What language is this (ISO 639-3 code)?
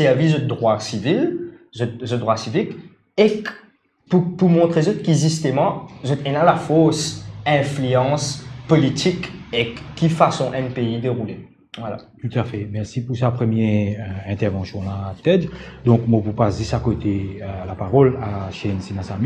mfe